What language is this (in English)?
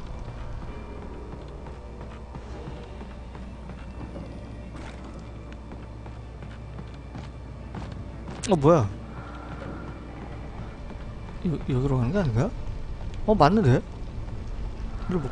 Korean